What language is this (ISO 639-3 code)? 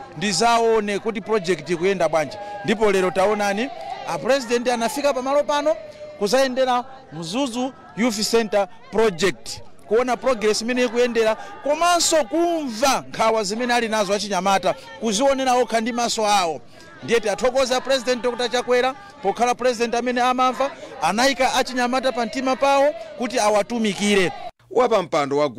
nya